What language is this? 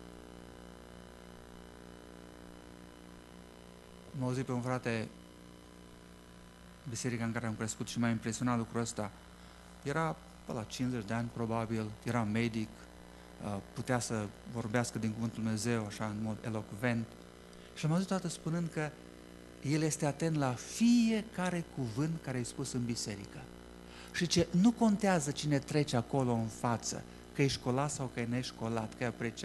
Romanian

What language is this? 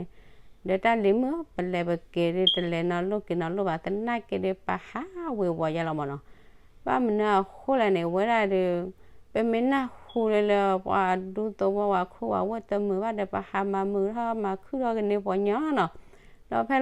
S'gaw Karen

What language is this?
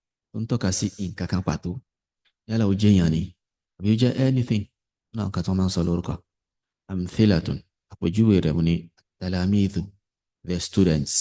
Yoruba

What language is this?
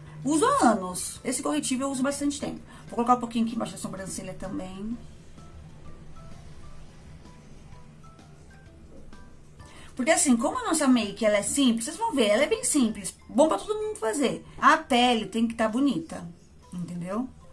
Portuguese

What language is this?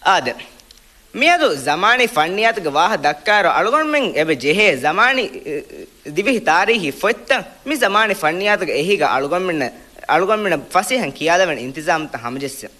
Divehi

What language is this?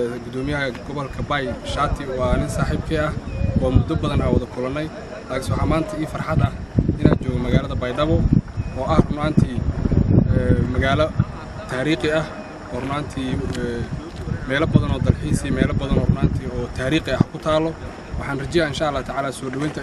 Somali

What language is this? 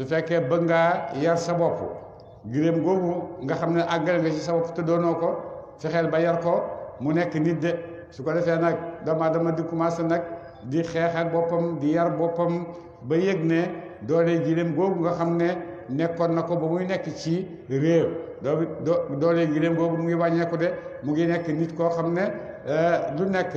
Wolof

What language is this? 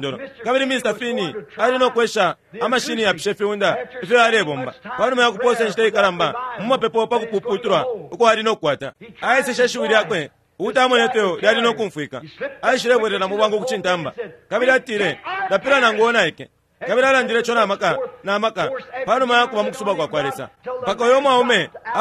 Bemba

